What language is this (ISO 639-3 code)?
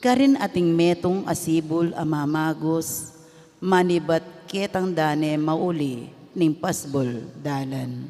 pam